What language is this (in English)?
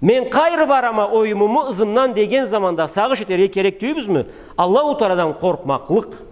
Karachay-Balkar